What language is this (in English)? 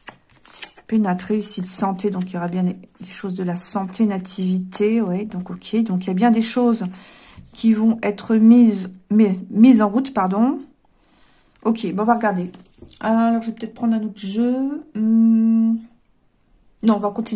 French